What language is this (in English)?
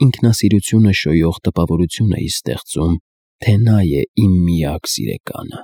Armenian